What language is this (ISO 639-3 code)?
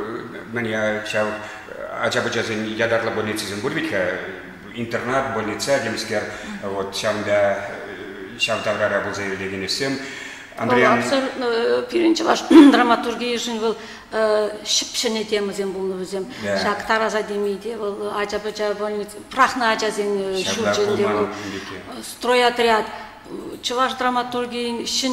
chv